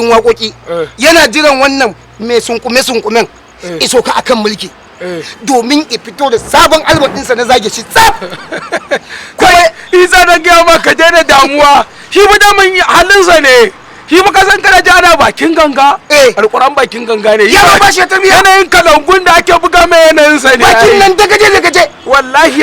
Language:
Hausa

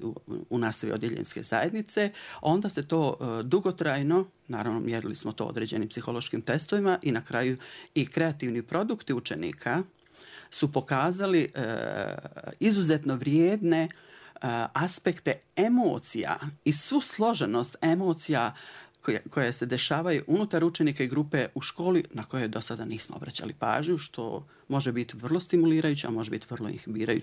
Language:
Bosnian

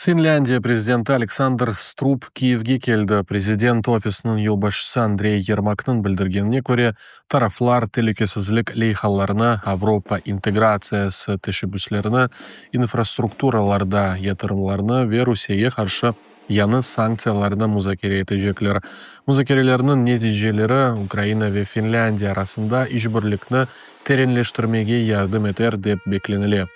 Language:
Crimean Tatar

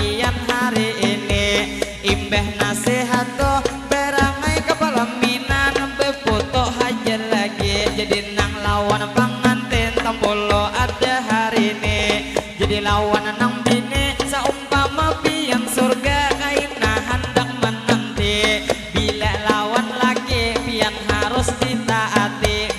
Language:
Banjar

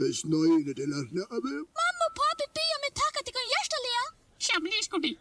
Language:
Faroese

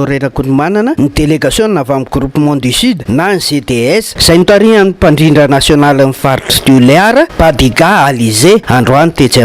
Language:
Malagasy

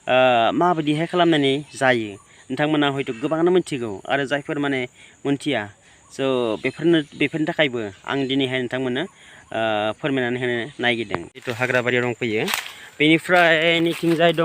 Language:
Bodo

